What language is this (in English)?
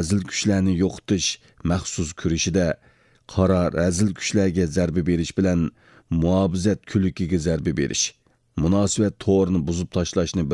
Uyghur